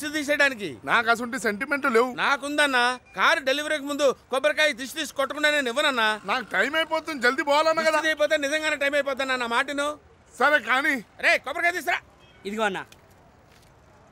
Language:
Telugu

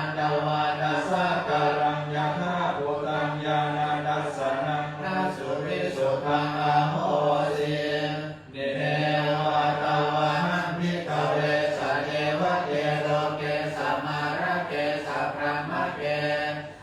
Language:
Pali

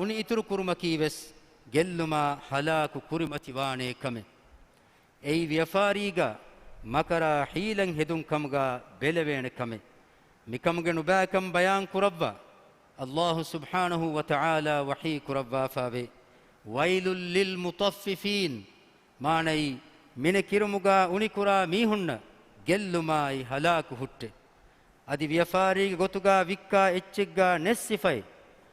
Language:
Divehi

